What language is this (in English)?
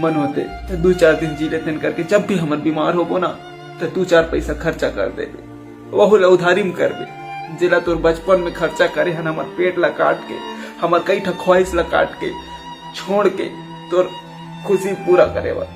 Chhattisgarhi